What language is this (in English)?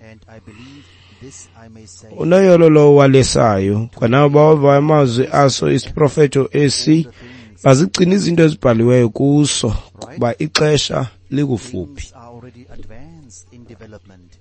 Xhosa